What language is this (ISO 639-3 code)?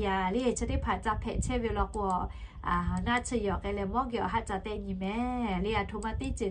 lhu